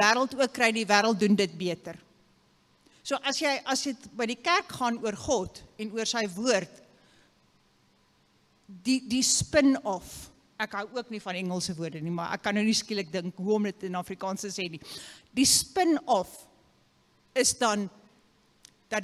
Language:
Afrikaans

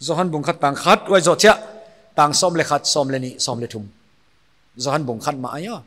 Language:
Paite Chin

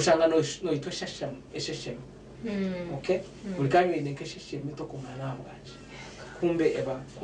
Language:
Nyankole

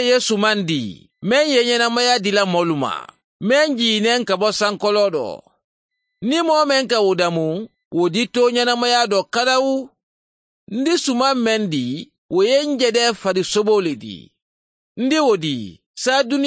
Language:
Mandingo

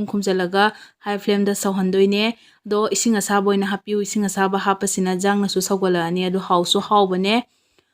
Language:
Manipuri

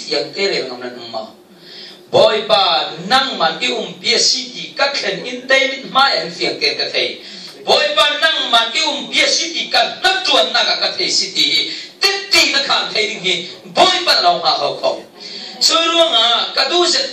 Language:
Falam Chin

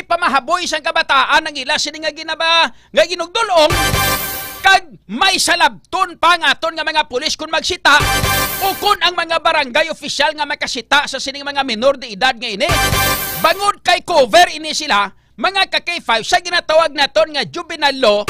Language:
Hiligaynon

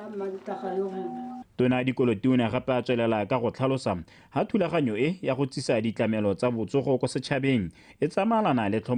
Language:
Tswana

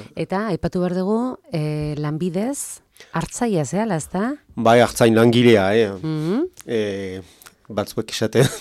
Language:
Basque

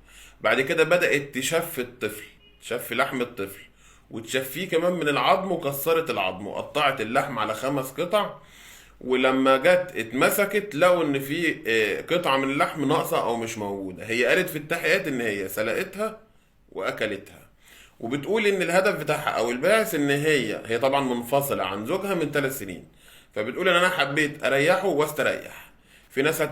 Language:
Egyptian Arabic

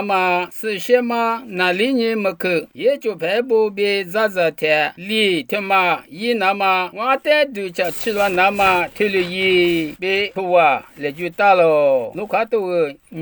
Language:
Lisu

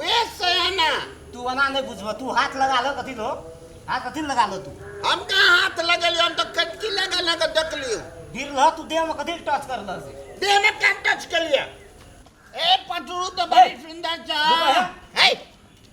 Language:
Maithili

